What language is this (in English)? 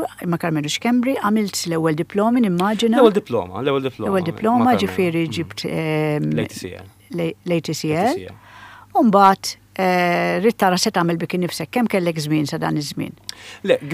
Maltese